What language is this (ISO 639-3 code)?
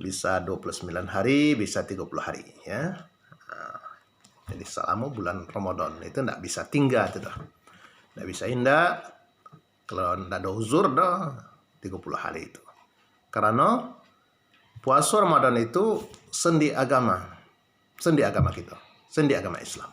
min